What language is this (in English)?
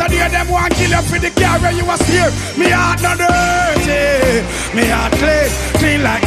Jamaican Creole English